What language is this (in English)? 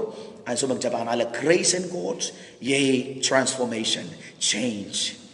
Pohnpeian